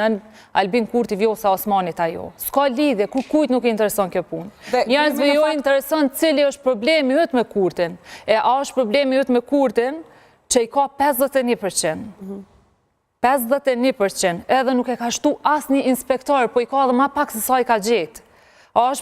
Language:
Albanian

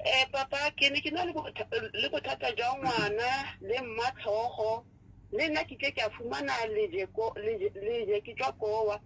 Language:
Southern Sotho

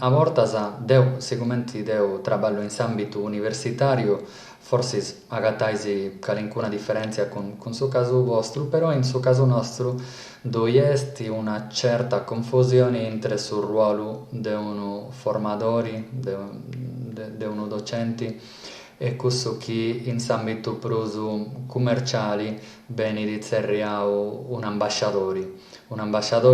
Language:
Sardinian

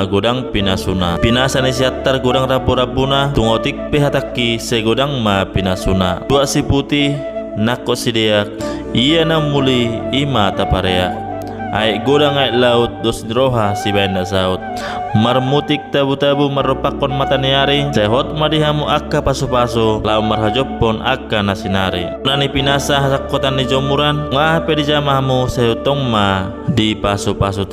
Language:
Batak Toba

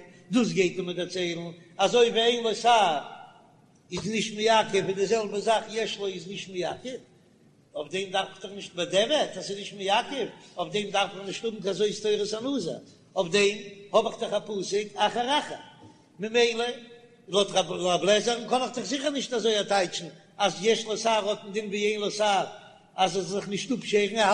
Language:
Yiddish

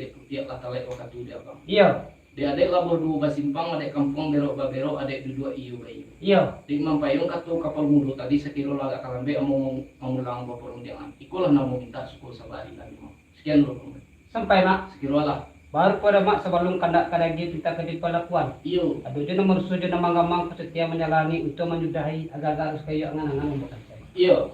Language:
Minangkabau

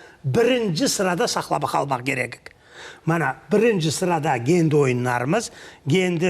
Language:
Crimean Tatar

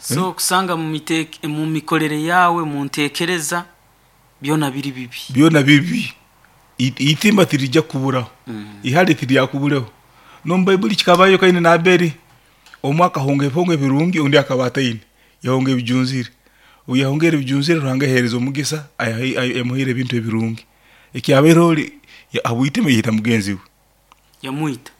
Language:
Nyankole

